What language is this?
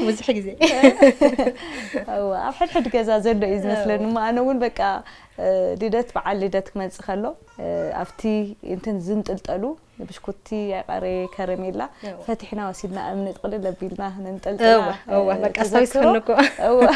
Tigrinya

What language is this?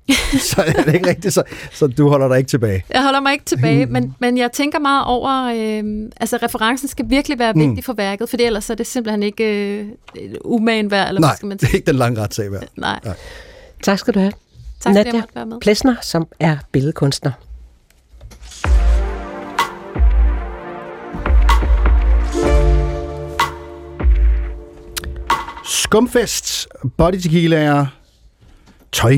Danish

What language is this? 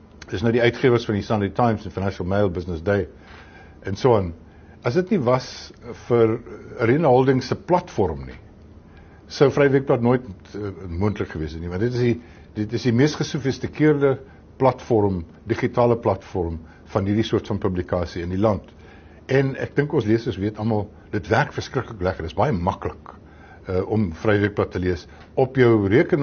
Afrikaans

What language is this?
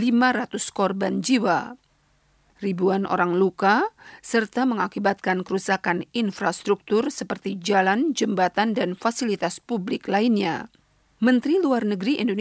Indonesian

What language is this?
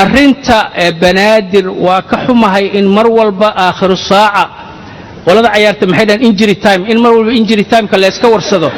Somali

